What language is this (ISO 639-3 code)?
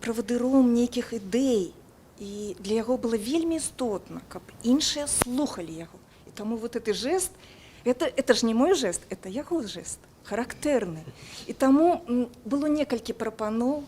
bel